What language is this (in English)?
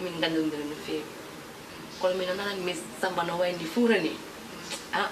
Fula